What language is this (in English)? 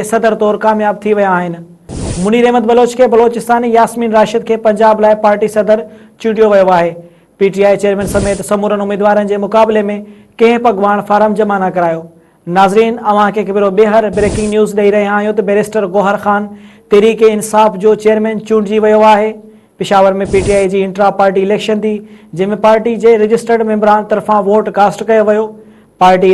Sindhi